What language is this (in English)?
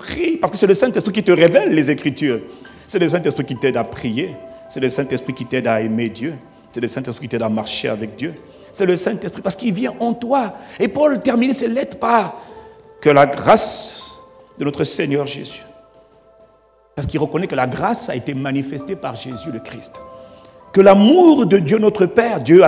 French